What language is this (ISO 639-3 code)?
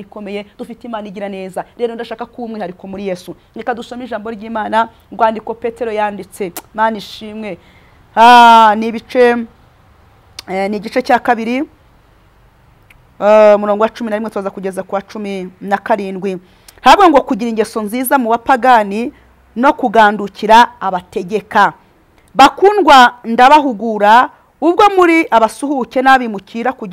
kin